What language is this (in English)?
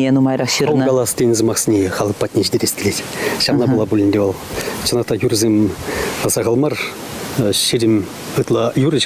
Chuvash